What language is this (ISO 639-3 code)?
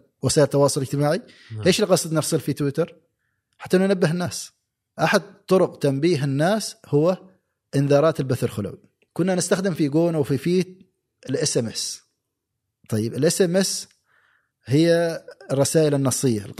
afb